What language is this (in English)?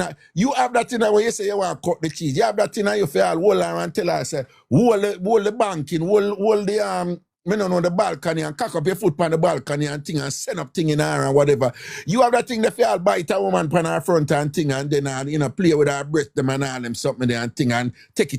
Jamaican Creole English